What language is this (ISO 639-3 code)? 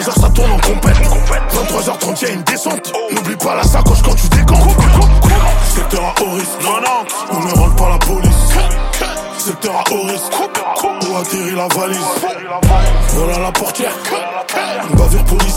fra